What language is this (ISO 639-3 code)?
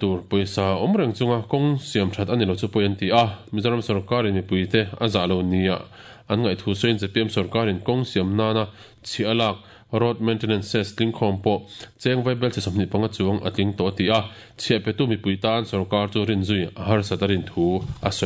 lus